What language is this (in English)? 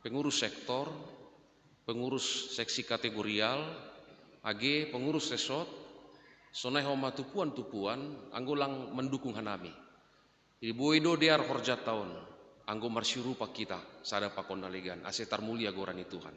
Batak Simalungun